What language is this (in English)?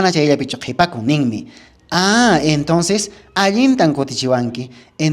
Quechua